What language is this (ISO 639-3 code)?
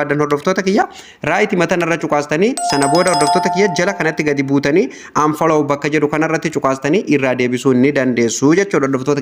orm